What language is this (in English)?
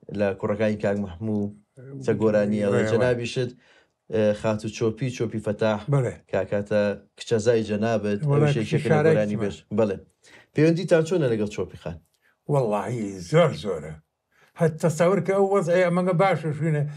Central Kurdish